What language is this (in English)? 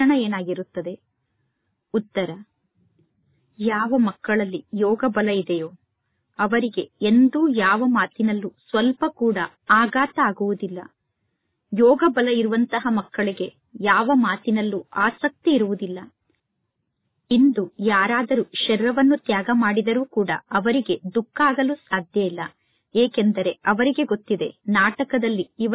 Kannada